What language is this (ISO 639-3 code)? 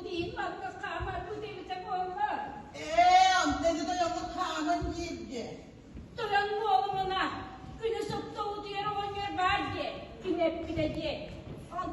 sah